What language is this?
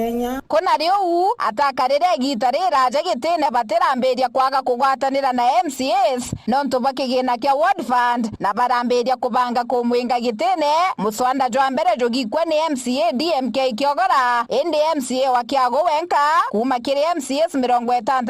Meru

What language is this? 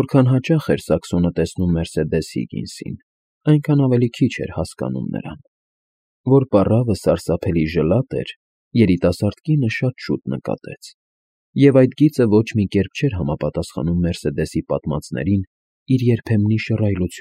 Armenian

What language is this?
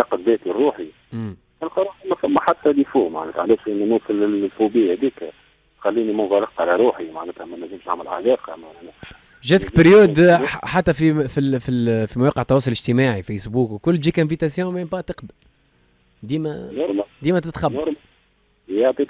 Tunisian Arabic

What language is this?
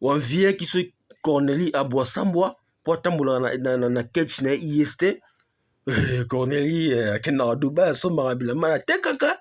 Lingala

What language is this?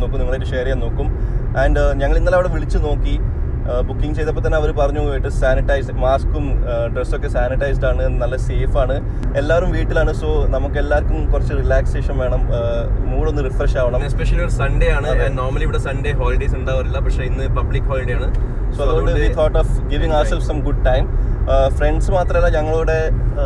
Malayalam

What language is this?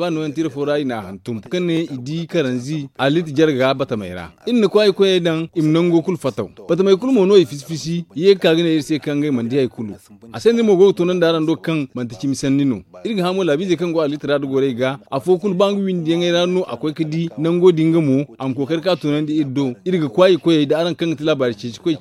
Zarma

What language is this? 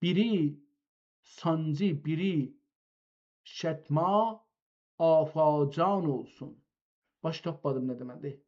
South Azerbaijani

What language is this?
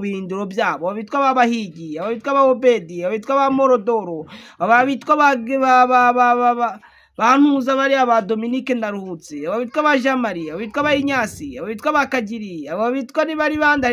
Kinyarwanda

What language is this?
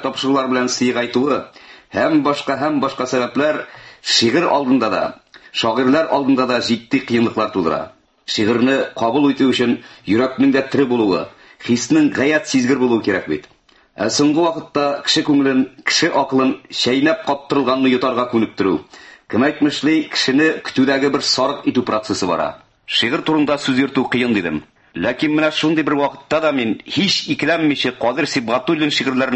Tatar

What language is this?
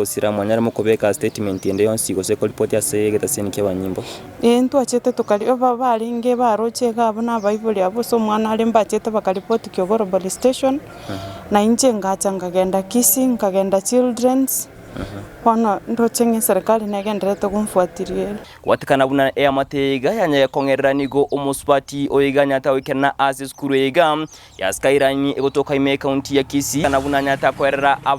Gusii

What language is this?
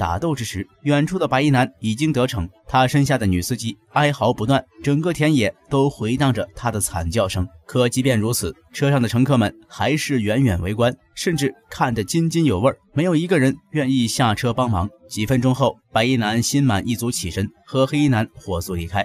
Chinese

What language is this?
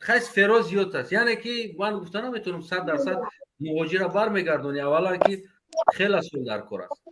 Tajik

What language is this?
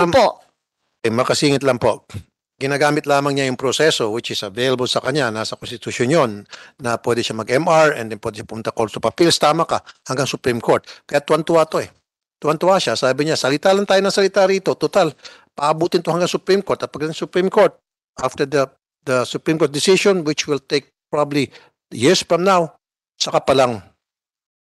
Filipino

